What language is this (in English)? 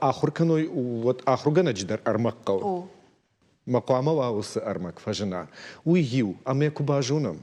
Ossetic